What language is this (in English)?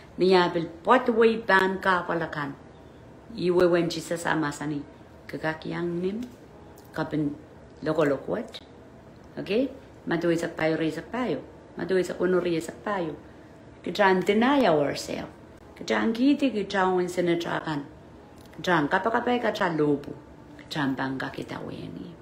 Pohnpeian